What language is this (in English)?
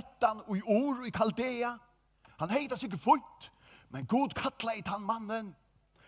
Faroese